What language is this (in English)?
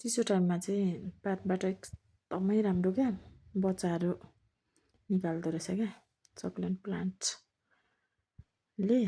Nepali